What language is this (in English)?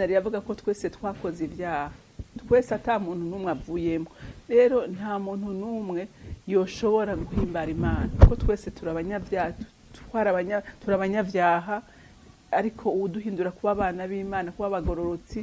Rundi